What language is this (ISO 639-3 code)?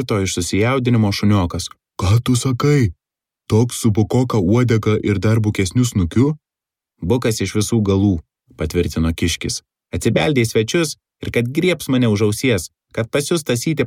lit